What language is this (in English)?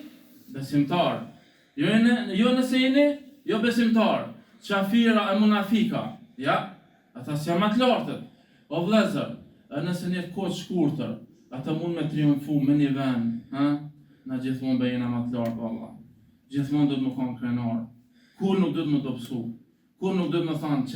Albanian